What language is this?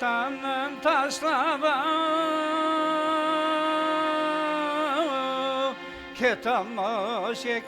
Kara-Kalpak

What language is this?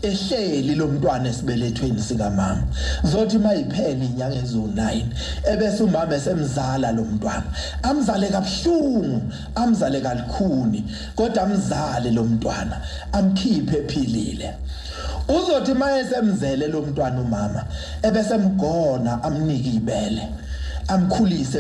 Zulu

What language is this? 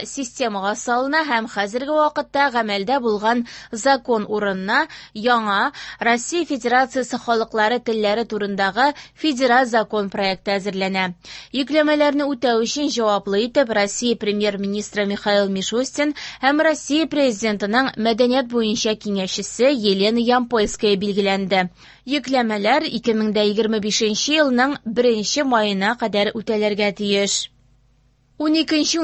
Tatar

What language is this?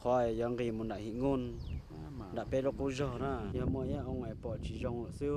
Hmong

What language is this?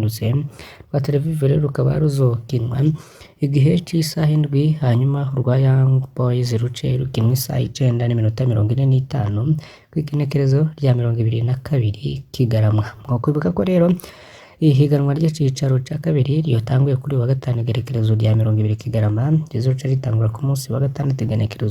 Rundi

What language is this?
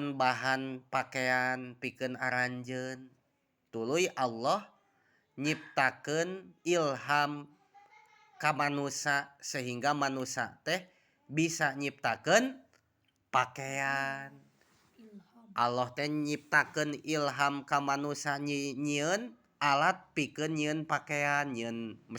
Sundanese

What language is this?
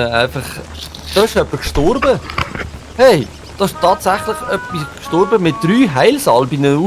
Swiss German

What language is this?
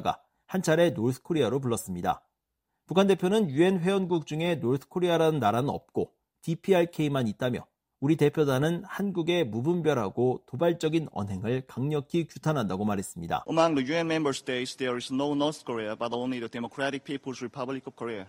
Korean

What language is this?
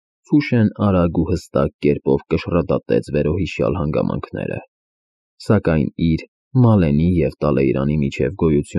Armenian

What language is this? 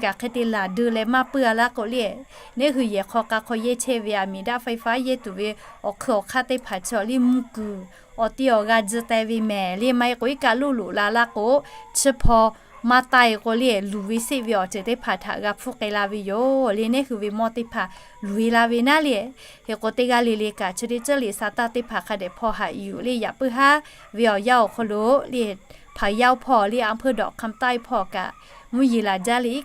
Lahu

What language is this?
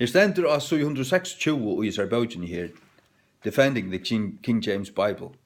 Faroese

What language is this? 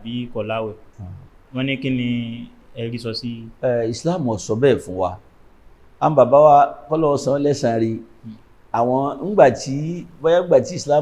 Yoruba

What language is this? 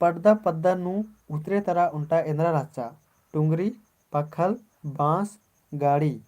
Kurukh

